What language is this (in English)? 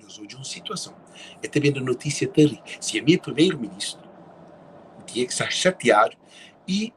Kabuverdianu